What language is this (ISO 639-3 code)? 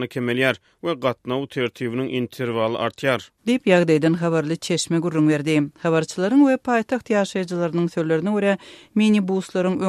tuk